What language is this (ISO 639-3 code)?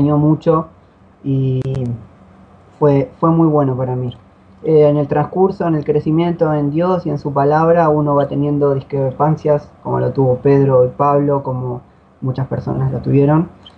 spa